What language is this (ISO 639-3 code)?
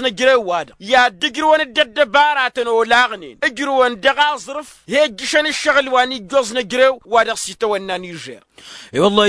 taq